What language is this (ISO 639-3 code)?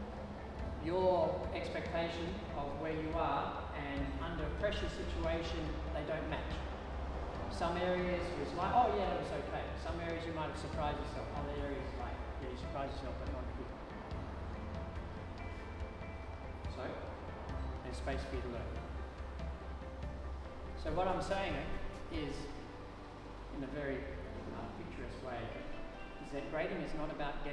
eng